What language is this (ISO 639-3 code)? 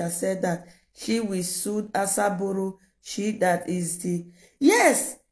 pcm